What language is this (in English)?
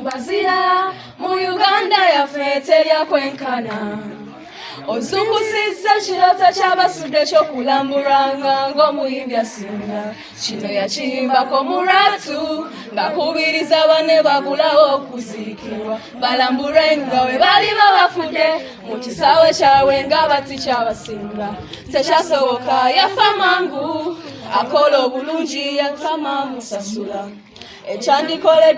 Ganda